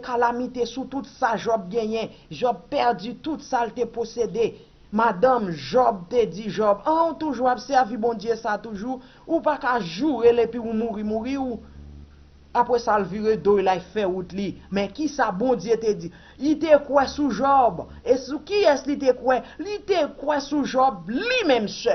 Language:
Haitian Creole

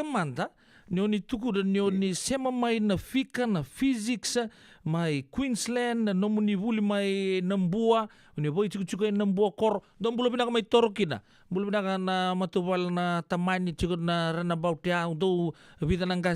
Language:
Fijian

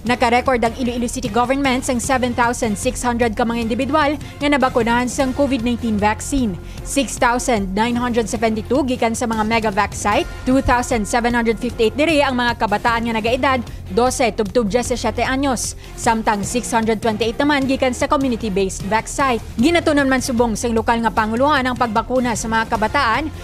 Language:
Hiligaynon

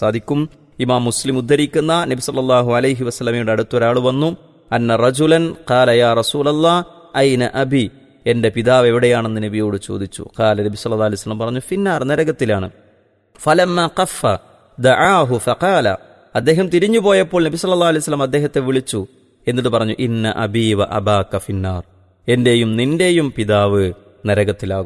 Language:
Malayalam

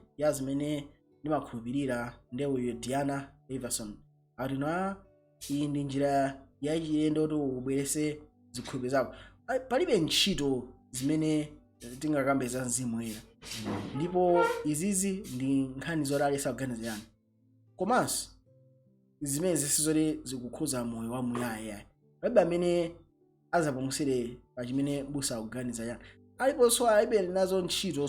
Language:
Nyanja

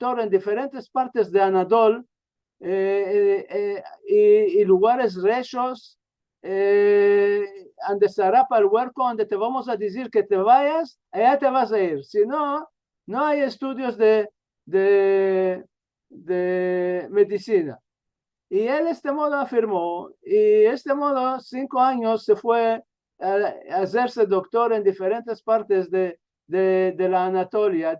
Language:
Ladino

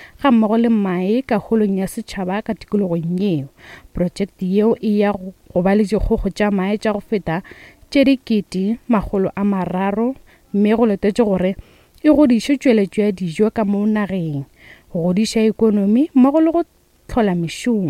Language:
Northern Sotho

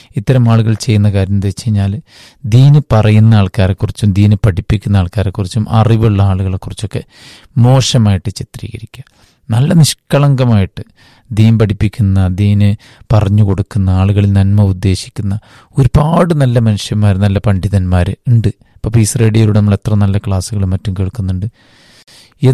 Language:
Malayalam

